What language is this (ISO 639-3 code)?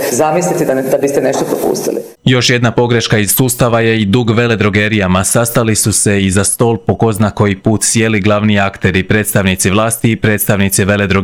hrv